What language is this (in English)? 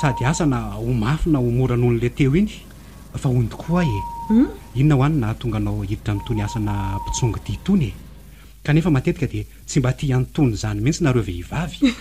Malagasy